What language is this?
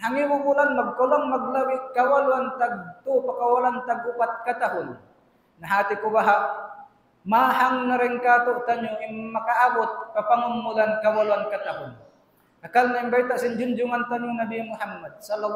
Tausug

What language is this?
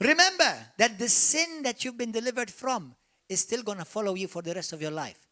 English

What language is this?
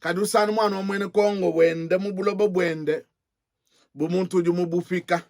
Luba-Lulua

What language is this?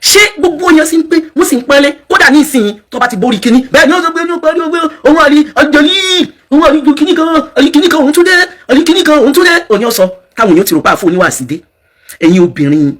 Yoruba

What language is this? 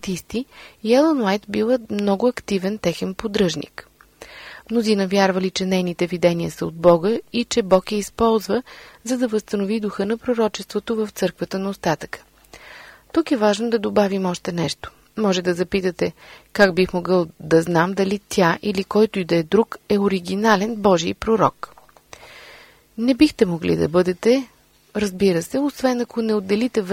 Bulgarian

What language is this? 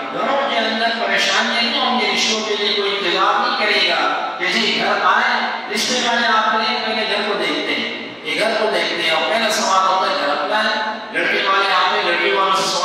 Urdu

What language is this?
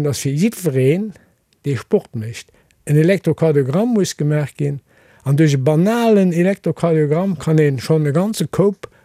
Luxembourgish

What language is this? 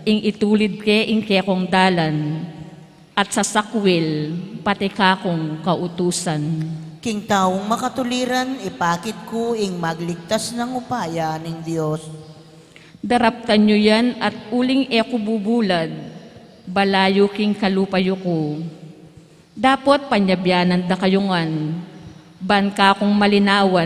Pampanga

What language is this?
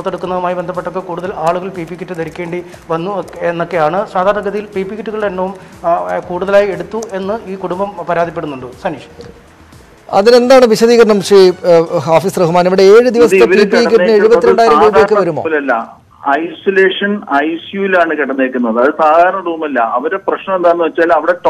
Malayalam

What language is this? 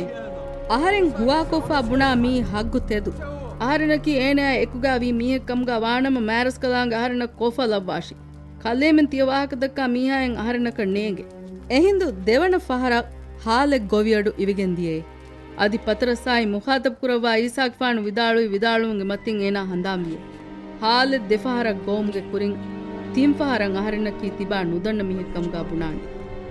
Divehi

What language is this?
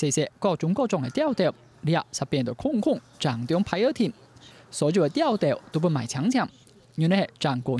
Hakka Chinese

